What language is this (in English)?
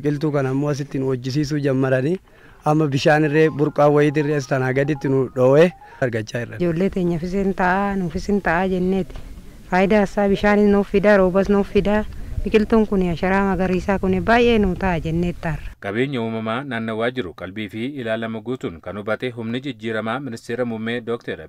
Oromo